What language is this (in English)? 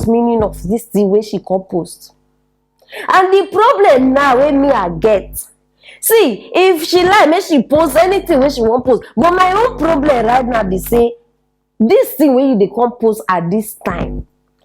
Nigerian Pidgin